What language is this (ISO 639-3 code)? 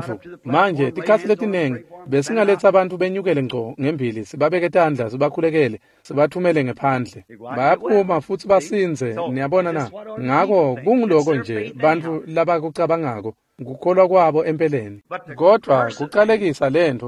ssw